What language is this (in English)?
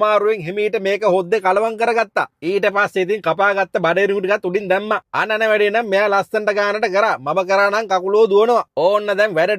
Sinhala